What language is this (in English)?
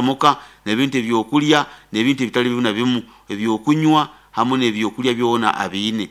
Nyoro